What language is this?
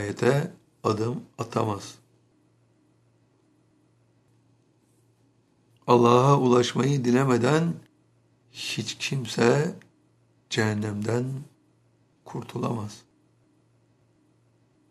Turkish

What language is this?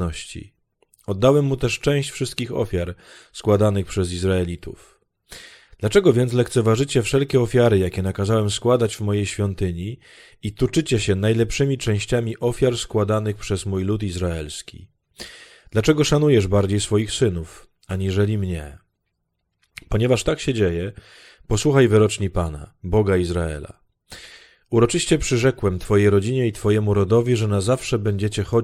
Polish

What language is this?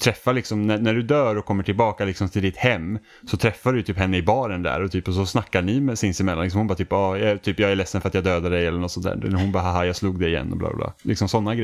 Swedish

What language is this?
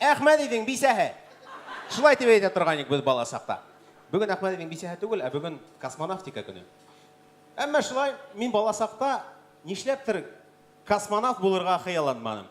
Bashkir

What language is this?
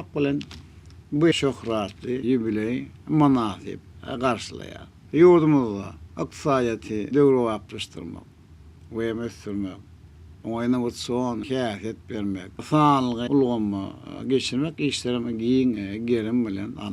Turkmen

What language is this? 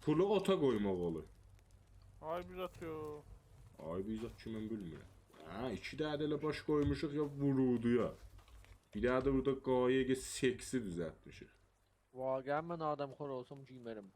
South Azerbaijani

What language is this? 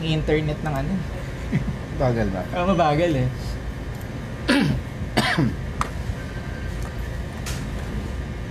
Filipino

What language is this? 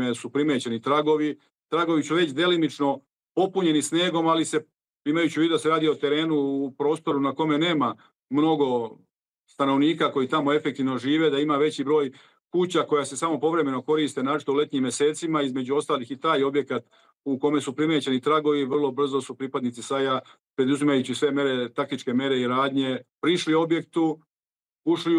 Serbian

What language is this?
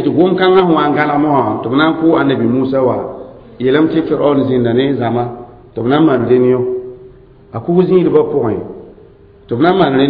Mossi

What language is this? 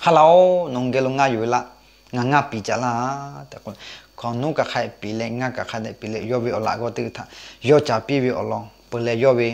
Lahu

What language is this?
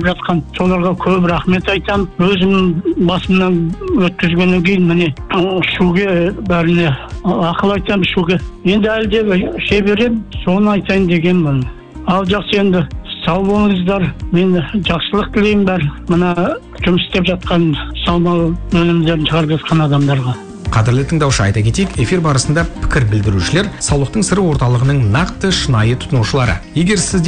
Kazakh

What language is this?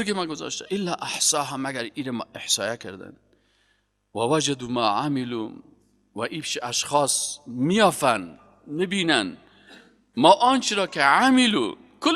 Persian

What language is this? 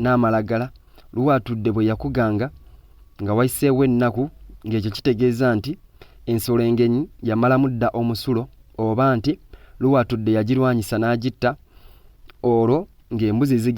Ganda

